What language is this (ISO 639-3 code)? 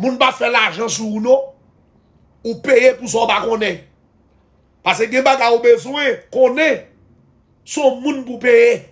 hat